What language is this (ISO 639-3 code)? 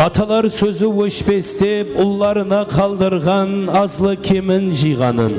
kaa